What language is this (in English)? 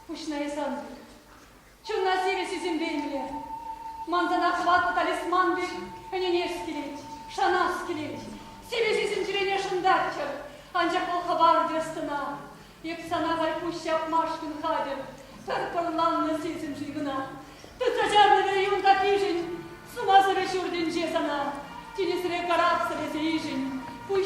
Chuvash